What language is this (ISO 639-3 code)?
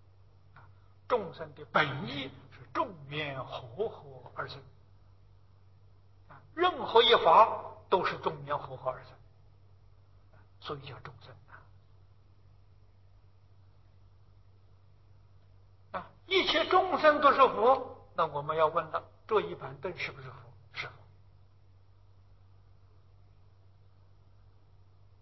zho